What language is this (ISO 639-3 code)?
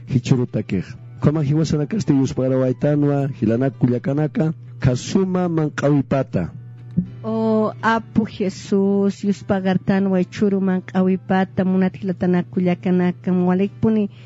aym